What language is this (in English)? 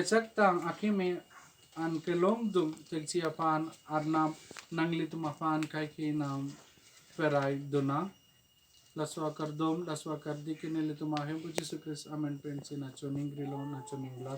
Karbi